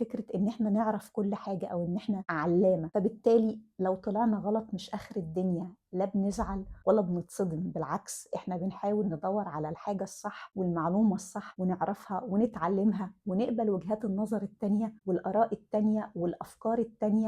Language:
Egyptian Arabic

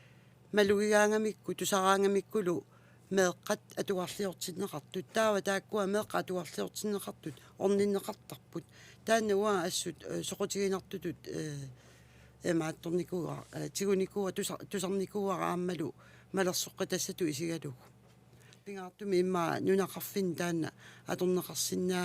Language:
Kalaallisut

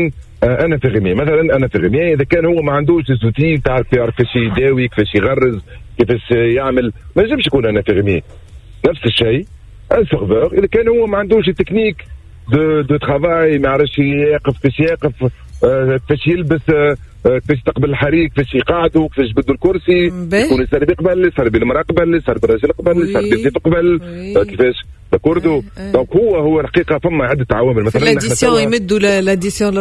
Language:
Tunisian Arabic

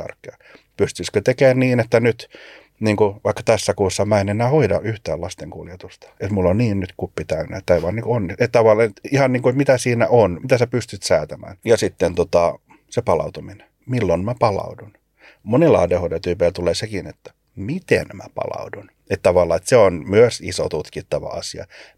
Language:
Finnish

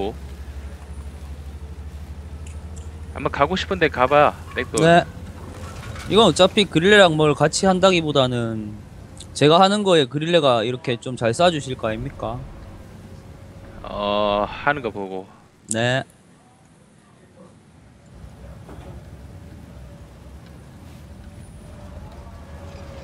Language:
Korean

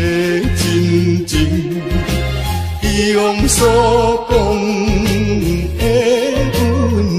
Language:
Min Nan Chinese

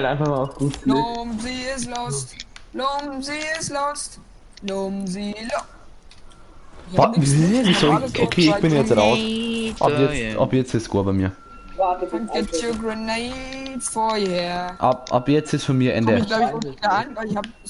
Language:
Bavarian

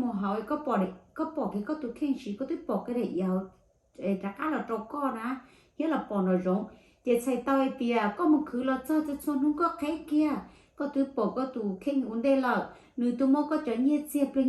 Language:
Hmong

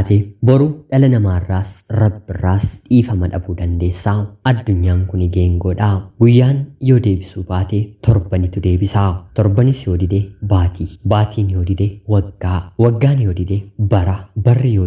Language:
Oromo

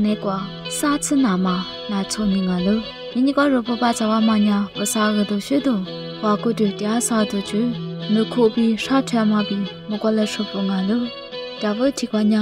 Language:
Lisu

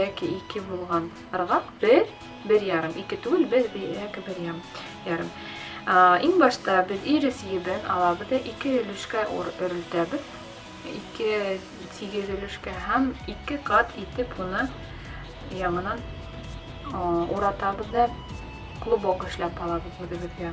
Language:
Bashkir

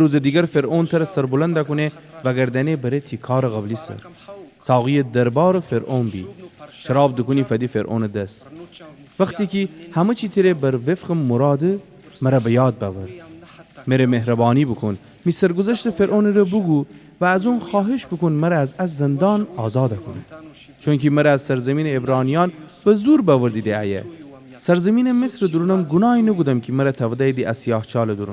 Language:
Gilaki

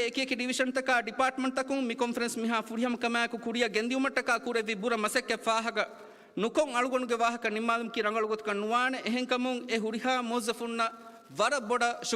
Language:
Divehi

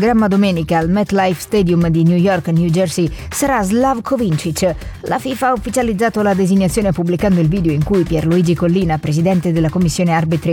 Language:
Italian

